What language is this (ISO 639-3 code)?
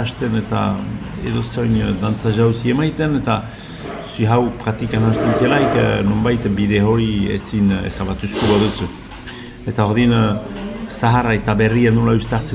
eus